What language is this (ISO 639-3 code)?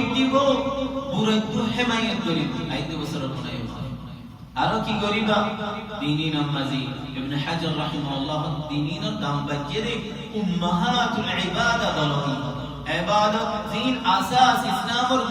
rhg